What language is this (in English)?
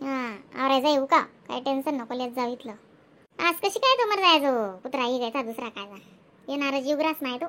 Khandesi